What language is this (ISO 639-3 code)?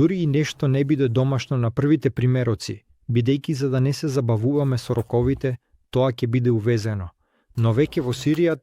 mkd